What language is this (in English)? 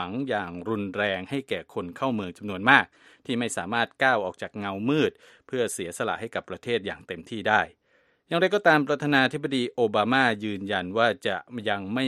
Thai